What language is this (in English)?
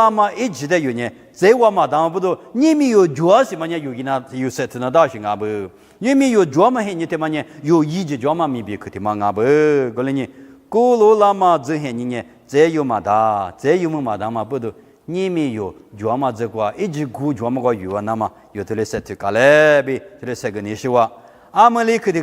Lisu